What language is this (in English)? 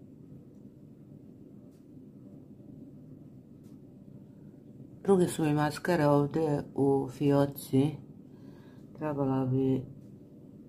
Croatian